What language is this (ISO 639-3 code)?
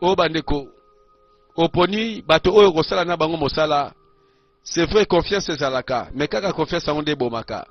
lin